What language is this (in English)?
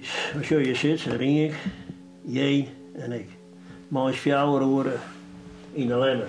Western Frisian